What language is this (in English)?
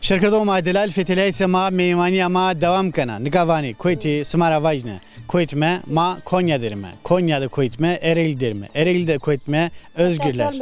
Zaza